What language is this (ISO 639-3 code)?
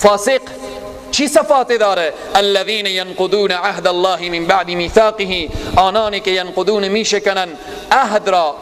fas